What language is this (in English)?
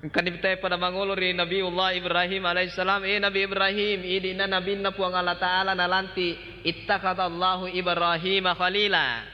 Buginese